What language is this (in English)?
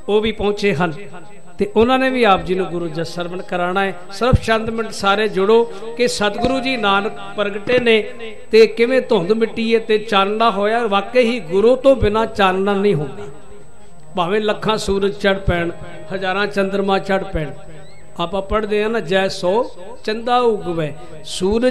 Punjabi